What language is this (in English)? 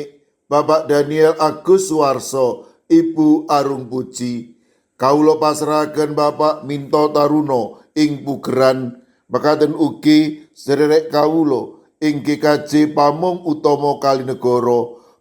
Javanese